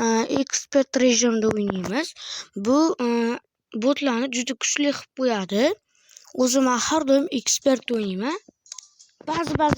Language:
Uzbek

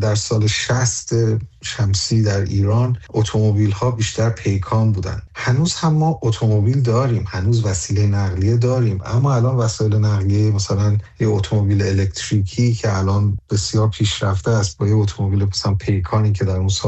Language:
Persian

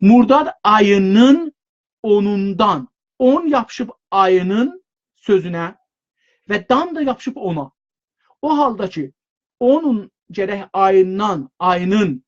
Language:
South Azerbaijani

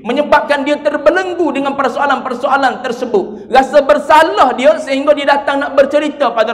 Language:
Malay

